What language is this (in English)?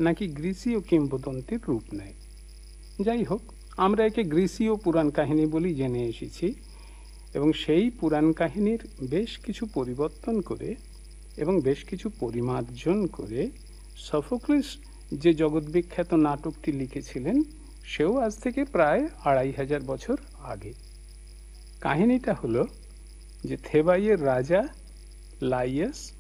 Bangla